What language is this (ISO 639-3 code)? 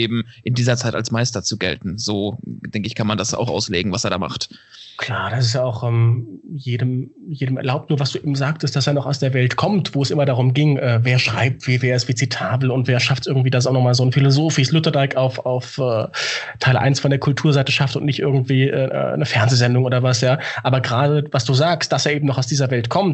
deu